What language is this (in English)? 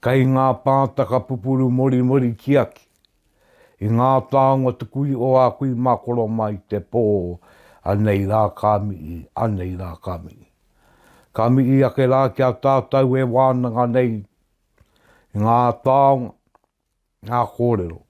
Māori